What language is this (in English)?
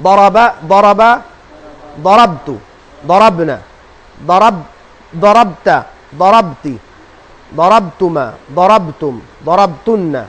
Tausug